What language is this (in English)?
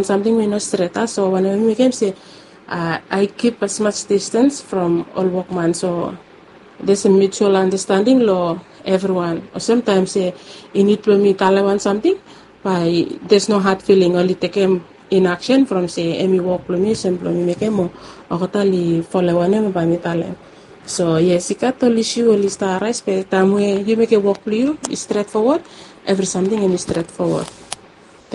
Bislama